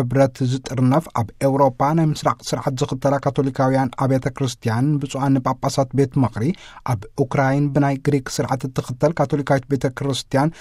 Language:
Tigrinya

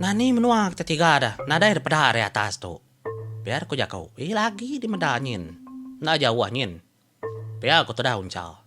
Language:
Iban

